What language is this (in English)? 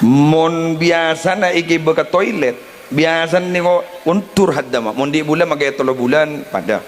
Madurese